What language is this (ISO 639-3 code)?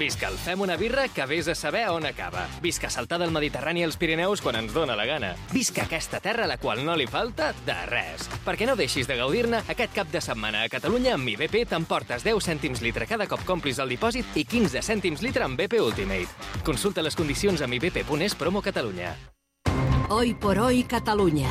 cat